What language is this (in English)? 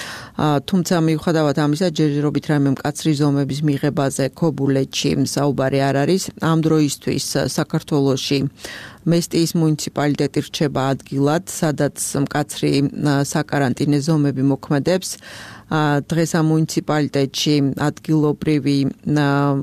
Georgian